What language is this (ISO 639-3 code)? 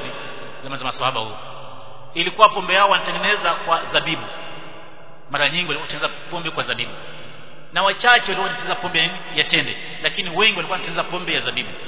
swa